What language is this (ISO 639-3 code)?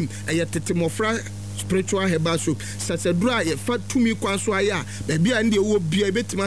aka